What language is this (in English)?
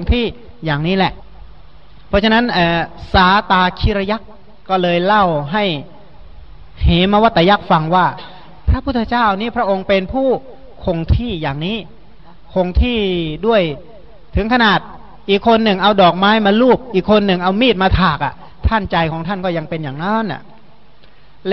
Thai